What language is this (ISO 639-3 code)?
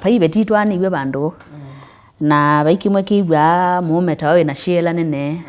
kam